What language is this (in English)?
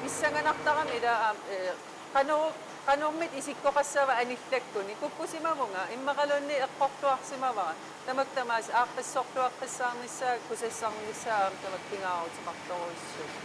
Kalaallisut